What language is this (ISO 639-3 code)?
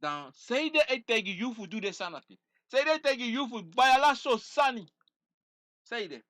srn